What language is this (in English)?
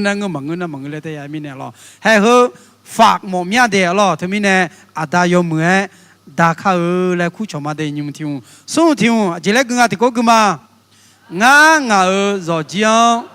Akha